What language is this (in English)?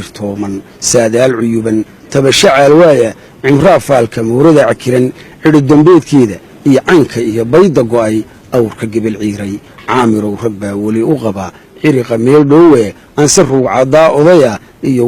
Somali